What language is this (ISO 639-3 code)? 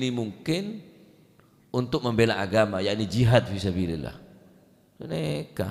mad